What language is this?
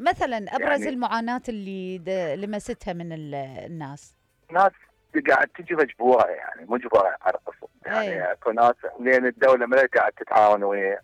Mesopotamian Arabic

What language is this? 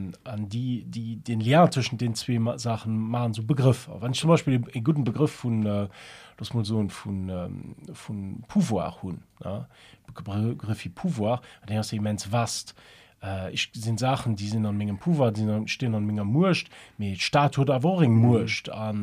Luxembourgish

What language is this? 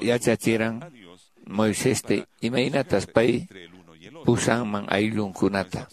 Quechua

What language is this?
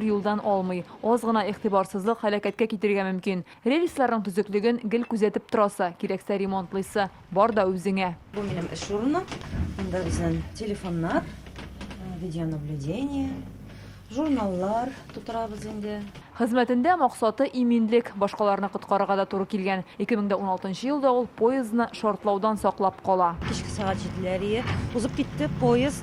Tatar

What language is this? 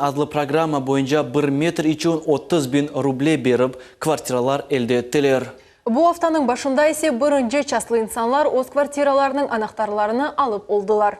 Crimean Tatar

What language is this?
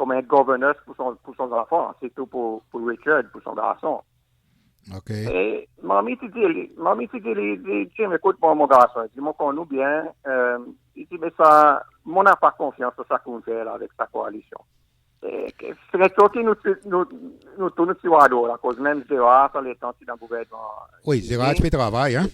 Seselwa Creole French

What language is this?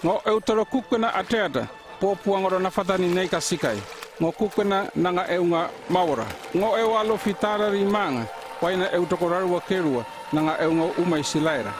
North Efate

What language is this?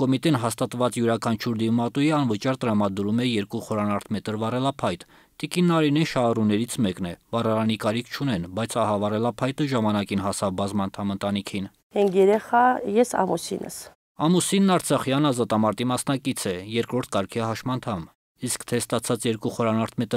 Armenian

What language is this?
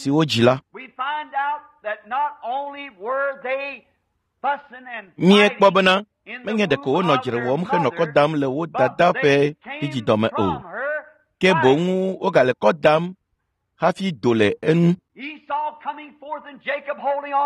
Ewe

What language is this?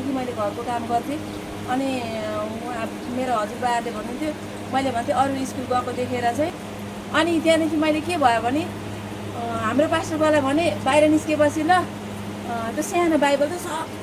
Nepali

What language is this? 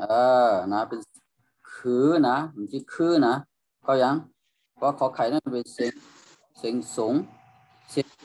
Shan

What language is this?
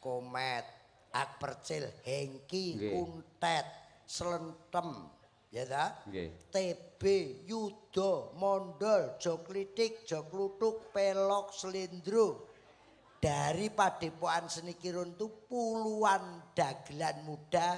Javanese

